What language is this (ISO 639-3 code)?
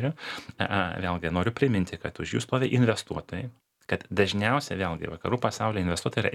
lit